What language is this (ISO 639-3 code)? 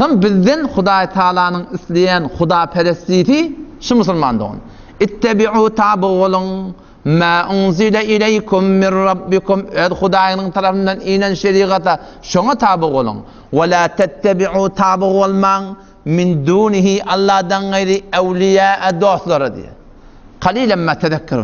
tuk